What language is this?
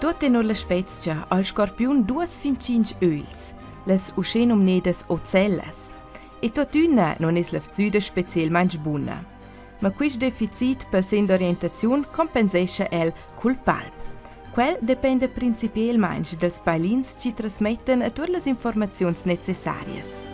Romansh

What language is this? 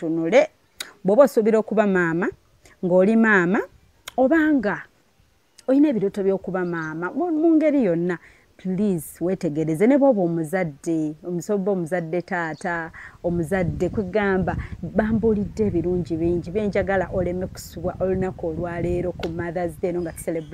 Ganda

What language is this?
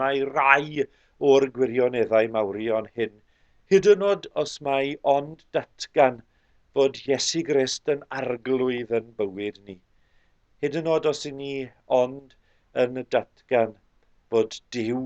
Welsh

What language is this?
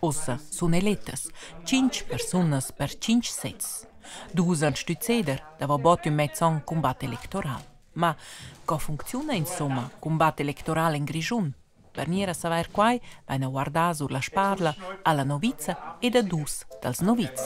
Romansh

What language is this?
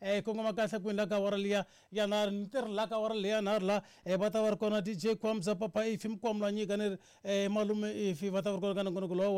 Tsonga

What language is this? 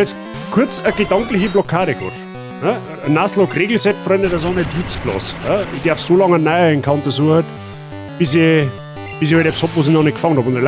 Bavarian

